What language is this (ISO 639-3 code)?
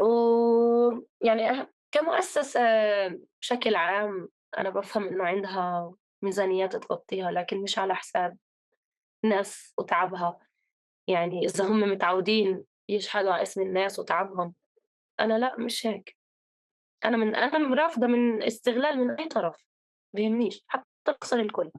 apc